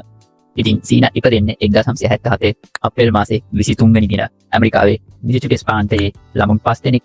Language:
Sinhala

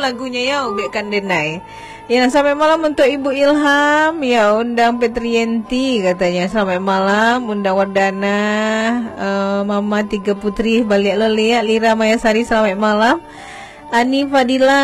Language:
Minangkabau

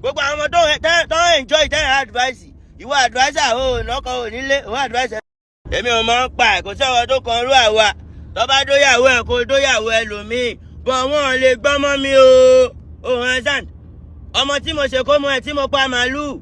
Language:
Yoruba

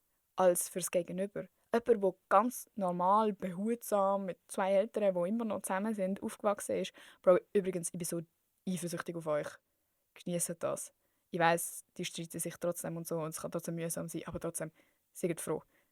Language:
Swiss German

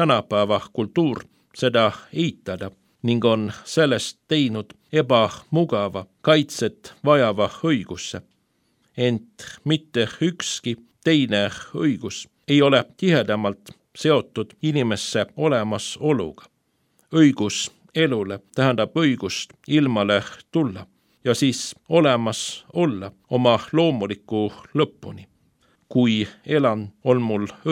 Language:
Estonian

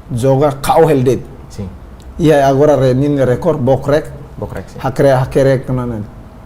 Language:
Tetum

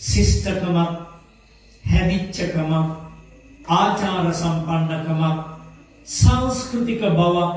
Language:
Sinhala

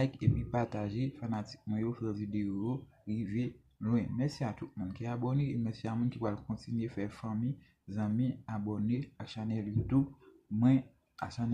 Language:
Haitian Creole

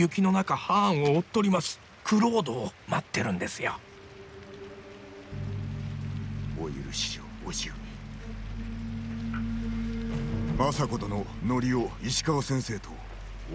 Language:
Japanese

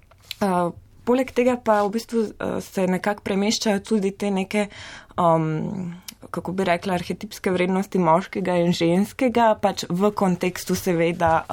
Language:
Slovenian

